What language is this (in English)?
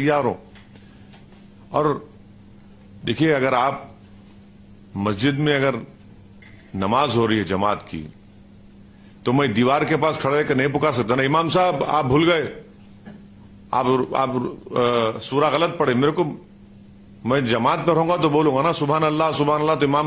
Urdu